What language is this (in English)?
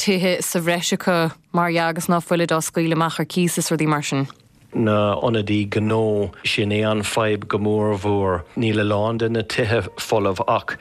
Irish